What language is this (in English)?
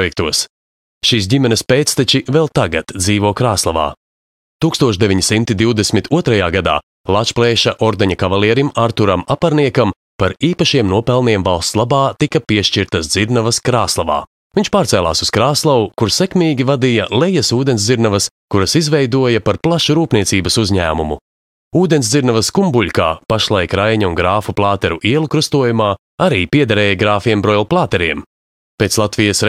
Latvian